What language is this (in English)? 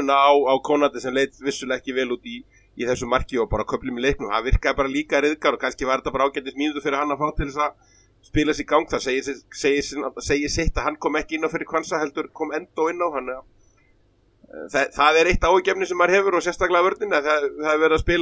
Icelandic